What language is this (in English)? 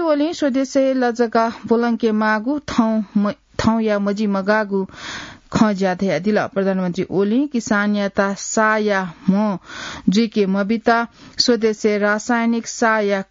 Newari